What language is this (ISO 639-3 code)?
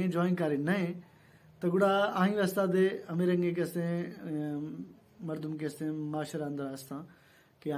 bal